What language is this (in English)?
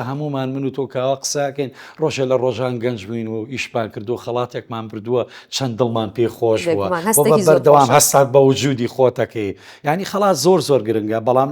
Central Kurdish